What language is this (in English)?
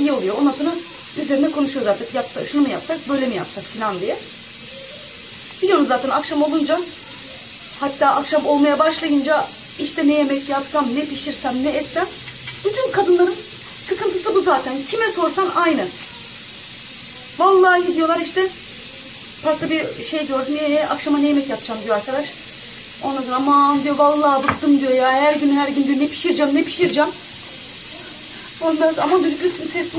Turkish